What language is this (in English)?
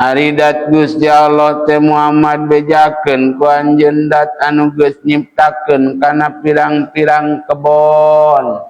Sundanese